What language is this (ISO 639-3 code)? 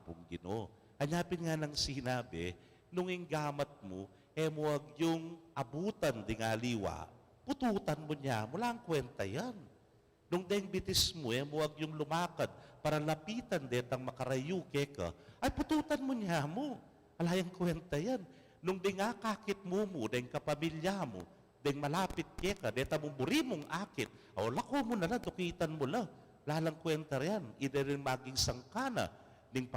pam